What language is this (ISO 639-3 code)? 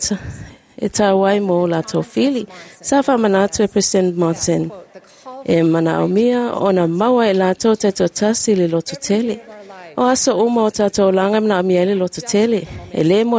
smo